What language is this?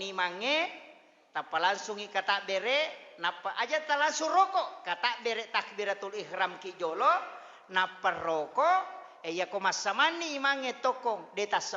Buginese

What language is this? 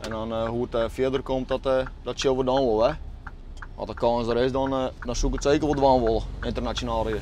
Western Frisian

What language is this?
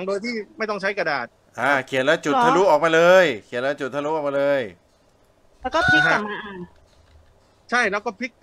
Thai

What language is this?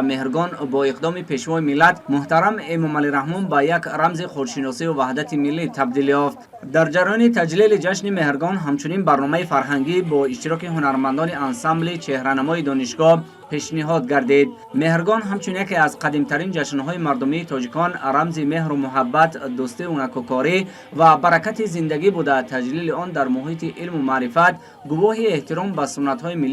Tajik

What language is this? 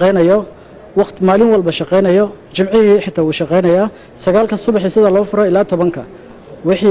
Somali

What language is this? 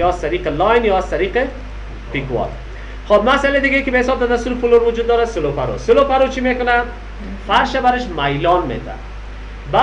Persian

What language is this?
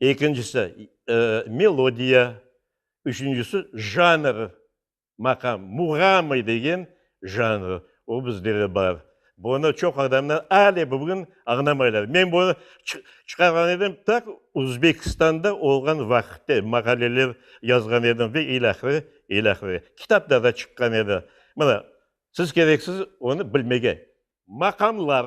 Crimean Tatar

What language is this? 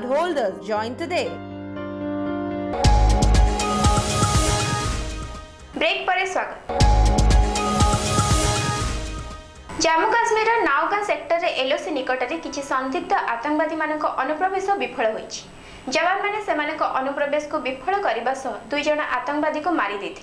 Odia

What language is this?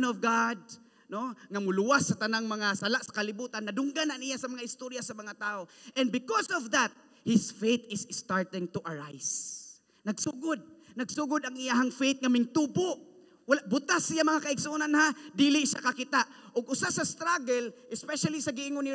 Cebuano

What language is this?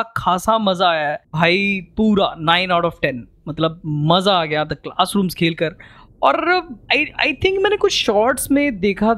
Hindi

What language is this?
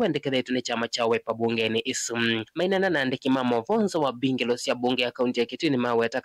Kamba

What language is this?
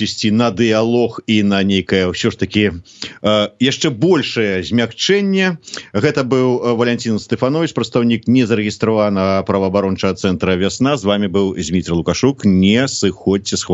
Belarusian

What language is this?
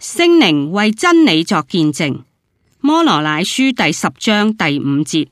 Cantonese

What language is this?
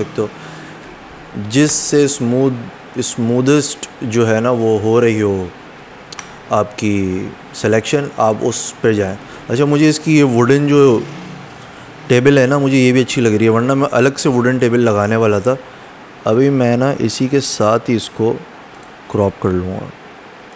Hindi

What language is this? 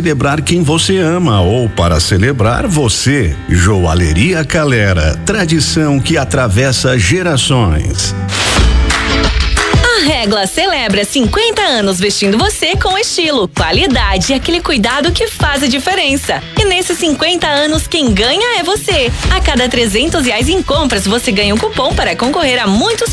Portuguese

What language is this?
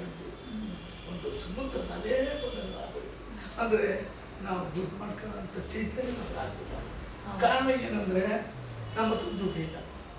Kannada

